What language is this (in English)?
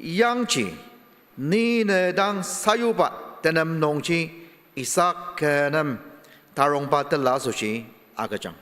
Ao Naga